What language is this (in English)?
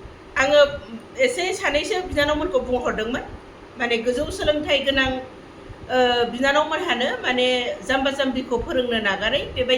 Bodo